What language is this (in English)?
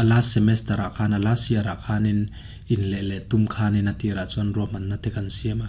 Mizo